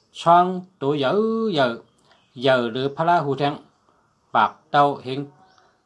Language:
Shan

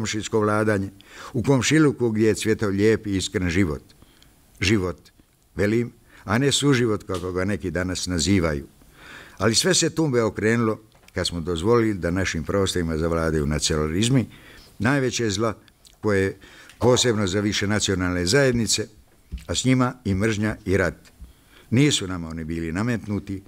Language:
Bosnian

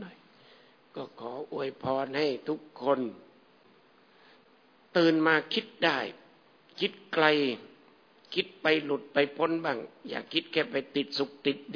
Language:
Thai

